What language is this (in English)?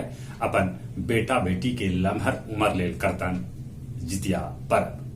Magahi